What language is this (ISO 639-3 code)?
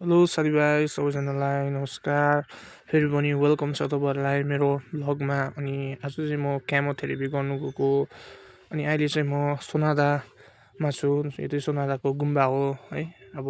nep